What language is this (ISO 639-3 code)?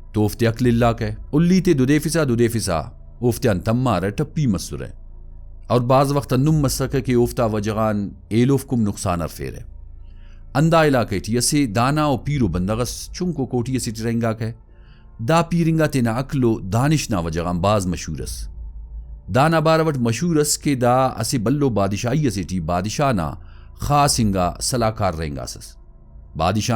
brh